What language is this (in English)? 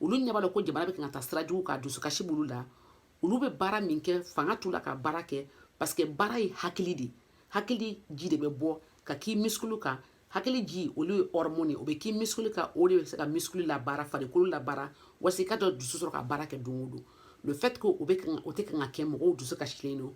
Bambara